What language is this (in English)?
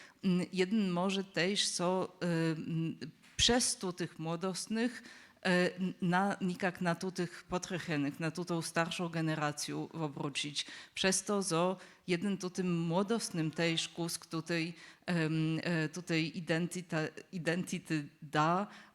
Upper Sorbian